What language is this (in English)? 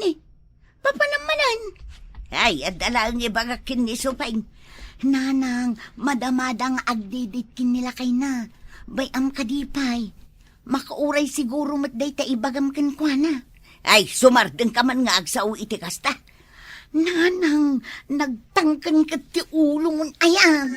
Iloko